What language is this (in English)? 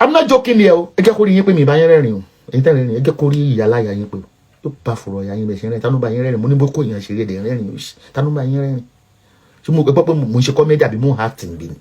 Yoruba